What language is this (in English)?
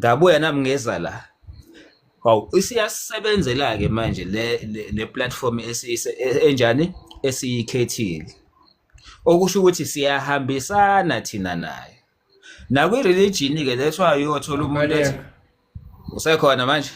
Zulu